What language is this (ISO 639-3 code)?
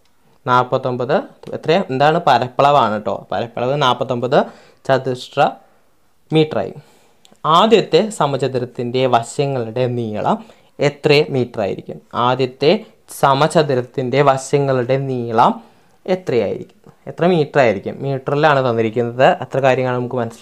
mal